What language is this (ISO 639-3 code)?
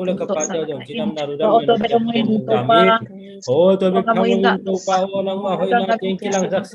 ctd